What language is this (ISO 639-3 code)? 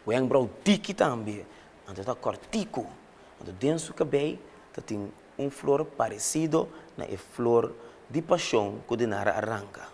pap